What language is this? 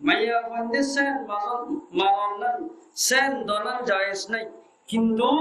Rohingya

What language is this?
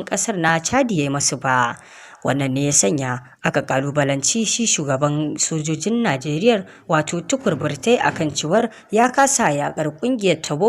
Hausa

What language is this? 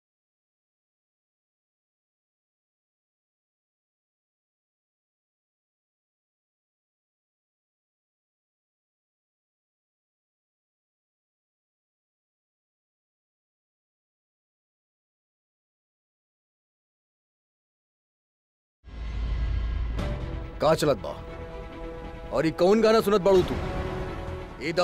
Bhojpuri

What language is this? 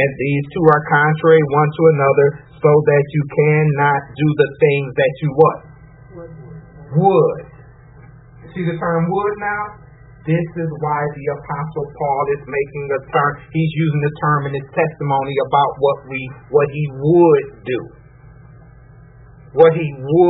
English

